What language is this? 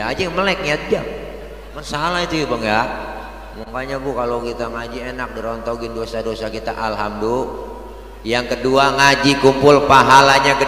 Betawi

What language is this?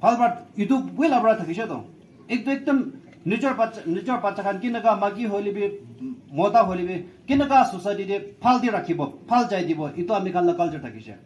Naga Pidgin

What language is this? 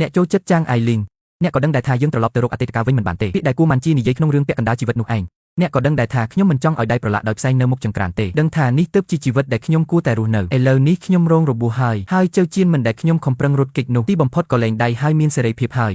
Khmer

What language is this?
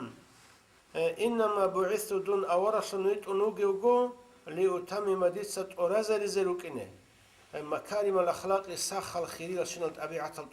Avaric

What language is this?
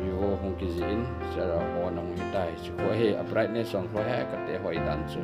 Thado Chin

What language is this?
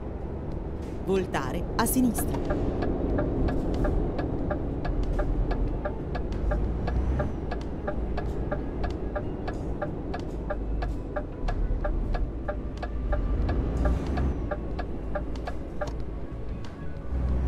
Italian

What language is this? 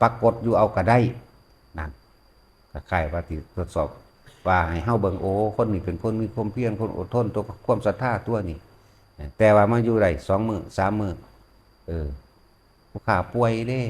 Northeastern Thai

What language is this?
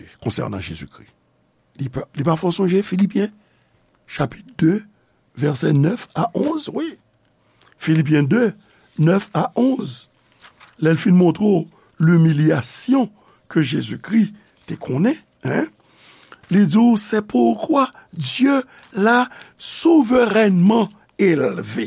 Haitian Creole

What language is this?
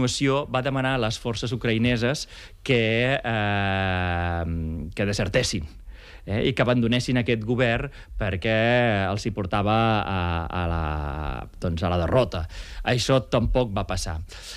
Catalan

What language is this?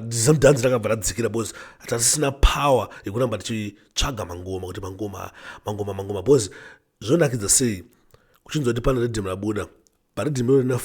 Shona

